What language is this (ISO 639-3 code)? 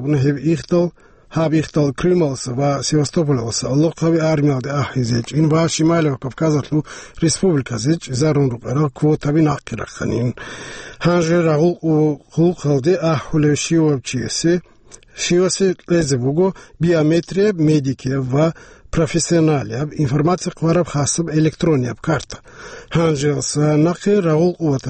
ava